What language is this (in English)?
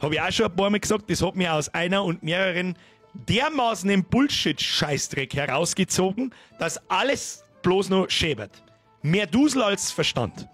Bavarian